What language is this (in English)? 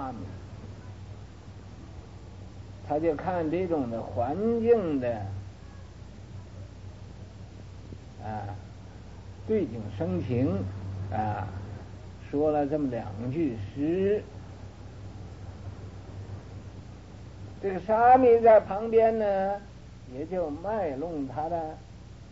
Chinese